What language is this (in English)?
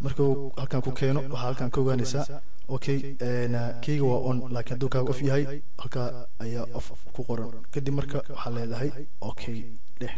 Somali